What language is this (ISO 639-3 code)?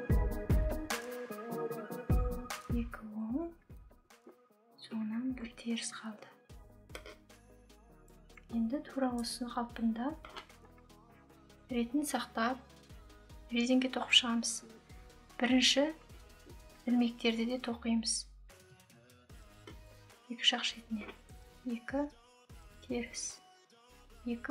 kaz